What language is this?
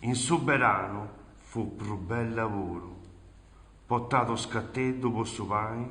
Sardinian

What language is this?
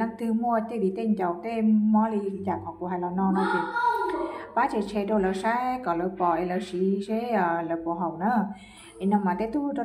Hmong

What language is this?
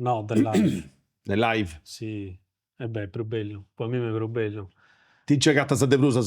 Sardinian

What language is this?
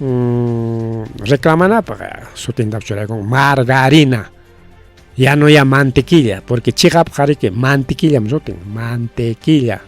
Ayacucho Quechua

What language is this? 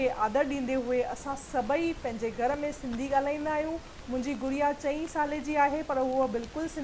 Sindhi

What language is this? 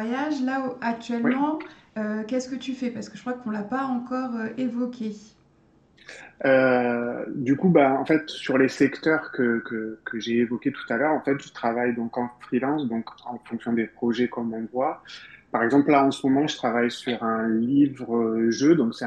French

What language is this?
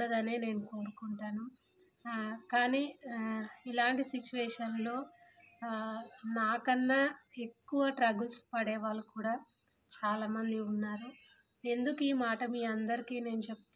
Telugu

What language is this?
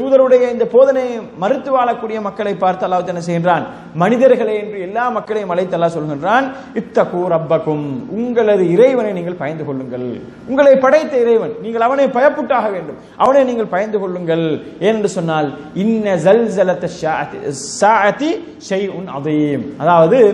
Tamil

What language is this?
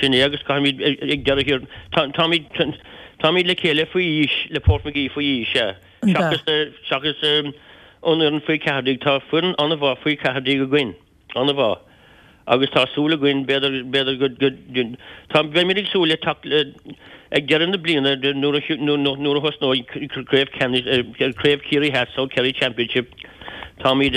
Irish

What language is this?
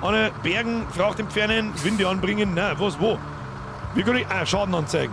Bavarian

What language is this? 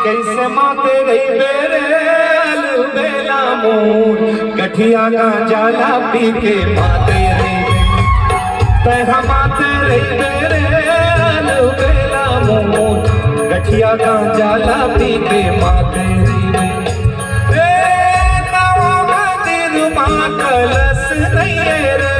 Chhattisgarhi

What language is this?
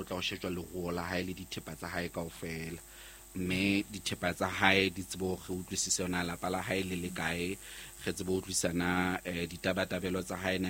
Southern Sotho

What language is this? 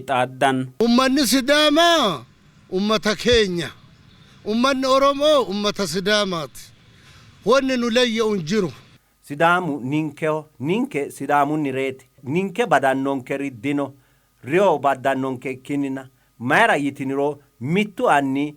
Sidamo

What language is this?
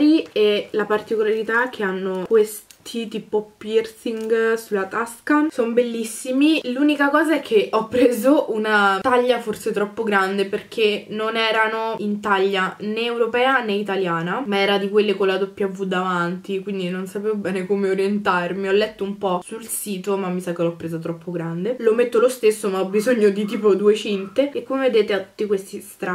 Italian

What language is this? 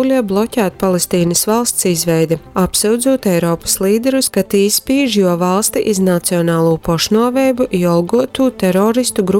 Latgalian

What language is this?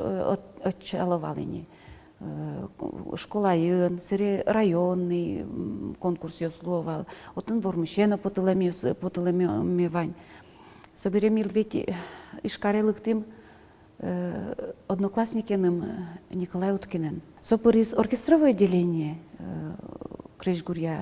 Udmurt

